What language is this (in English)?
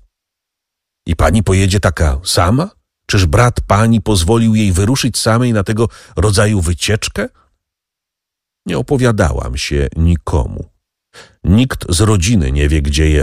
Polish